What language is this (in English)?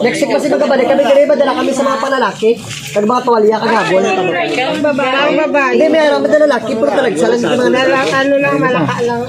Hiligaynon